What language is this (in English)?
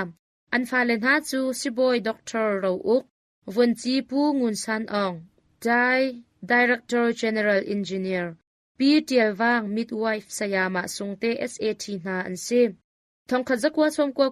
Hakha Chin